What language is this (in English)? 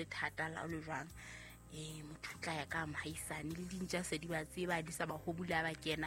Southern Sotho